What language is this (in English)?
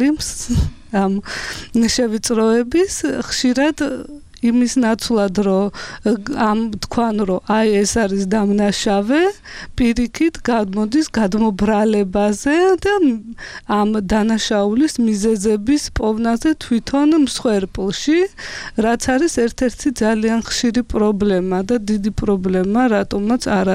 Georgian